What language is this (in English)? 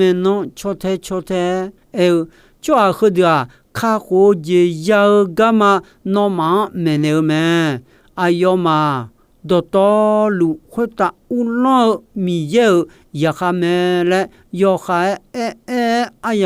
Akha